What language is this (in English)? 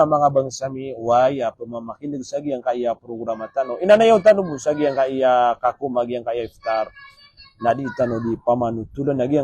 Maranao